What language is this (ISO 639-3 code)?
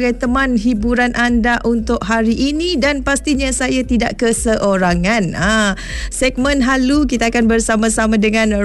msa